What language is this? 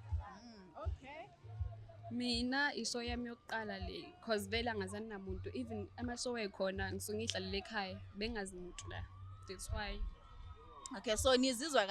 Zulu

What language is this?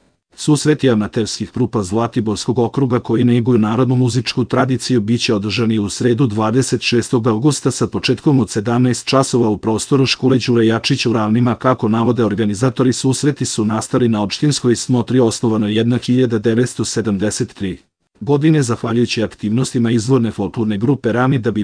Serbian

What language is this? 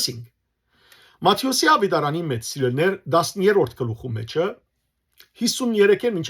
Western Armenian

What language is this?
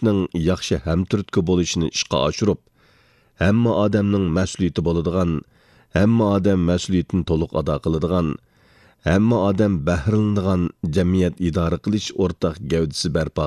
Uyghur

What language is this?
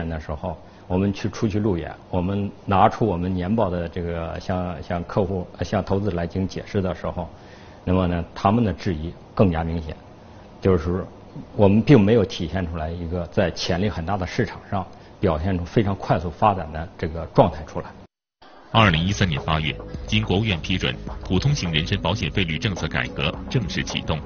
Chinese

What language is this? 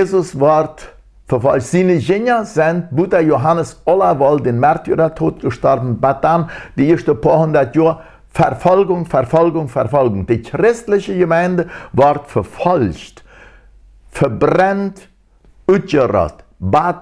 Plautdietsch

